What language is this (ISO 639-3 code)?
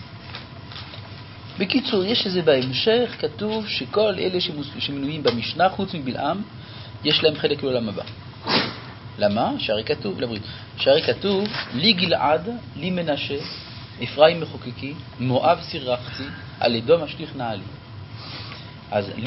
heb